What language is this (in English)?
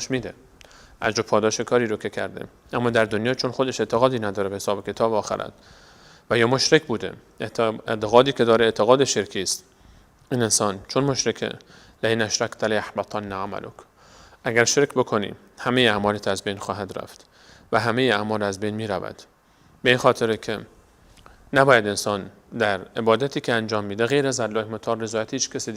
Persian